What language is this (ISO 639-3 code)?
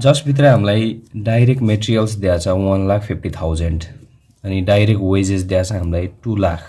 nep